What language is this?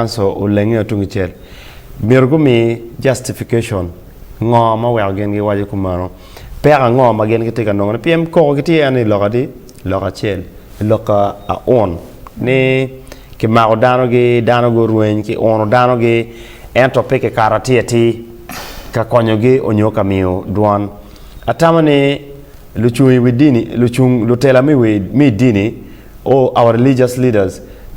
Acoli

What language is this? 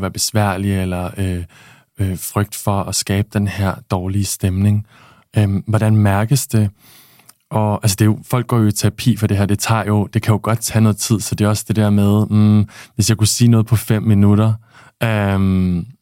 Danish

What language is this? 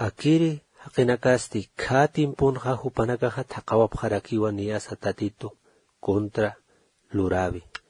Aymara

